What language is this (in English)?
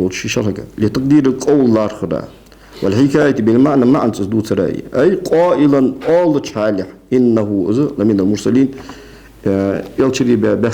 Ingush